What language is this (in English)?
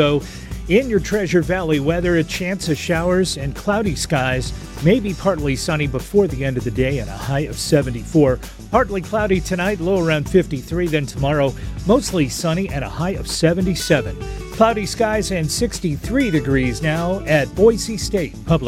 English